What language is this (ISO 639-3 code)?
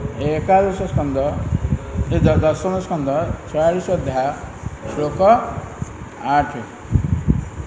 ori